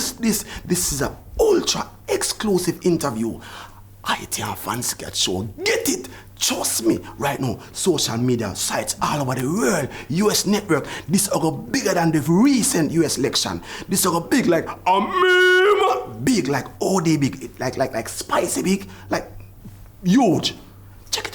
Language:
Jamaican Creole English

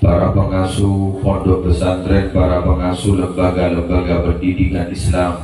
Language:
Madurese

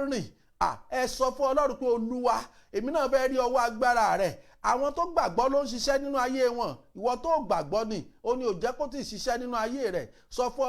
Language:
Yoruba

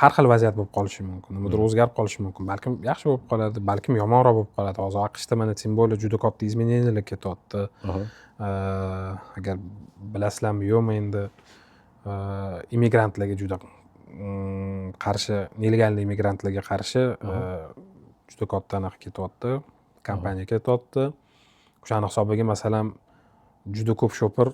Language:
Uzbek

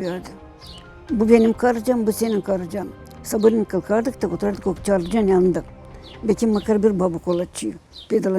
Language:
Gagauz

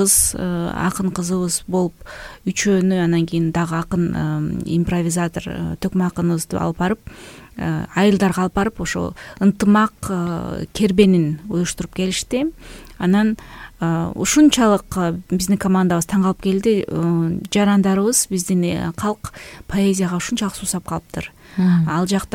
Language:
Kyrgyz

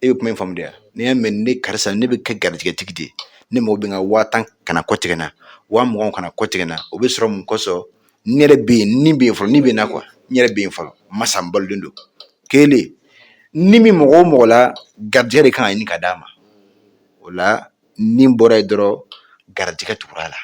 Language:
Bambara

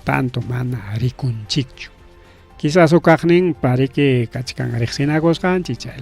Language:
Ayacucho Quechua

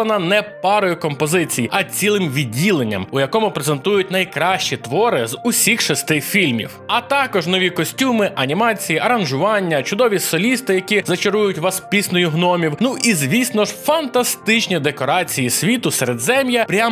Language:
Ukrainian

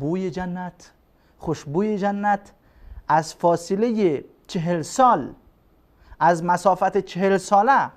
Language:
Persian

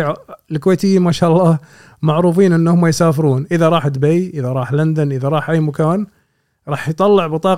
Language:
Gulf Arabic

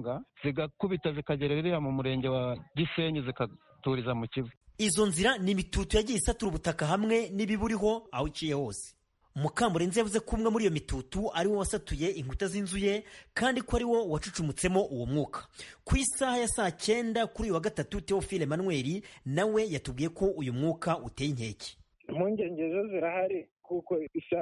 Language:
Kinyarwanda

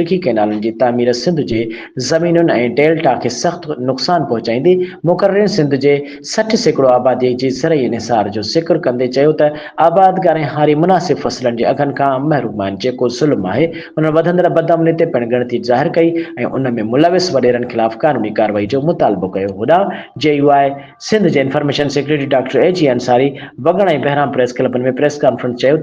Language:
Sindhi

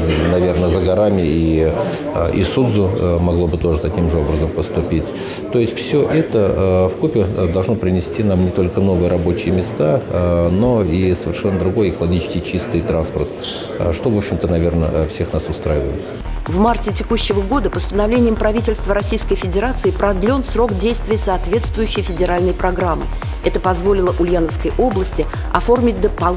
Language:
Russian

